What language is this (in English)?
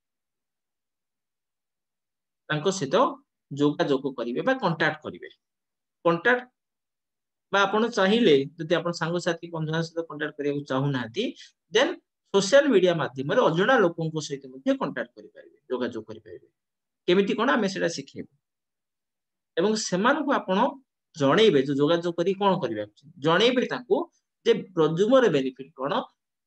Odia